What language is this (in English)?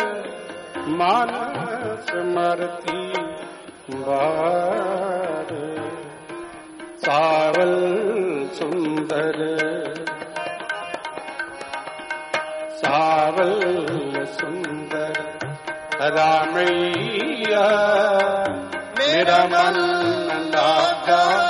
Hindi